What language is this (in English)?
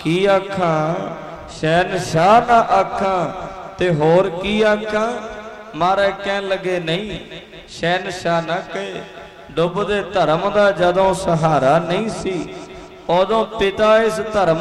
Punjabi